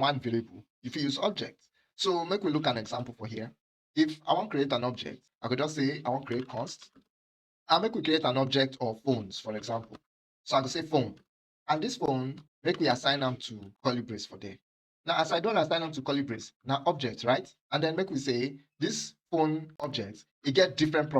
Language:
Nigerian Pidgin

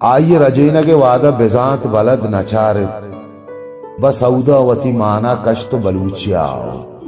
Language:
Baluchi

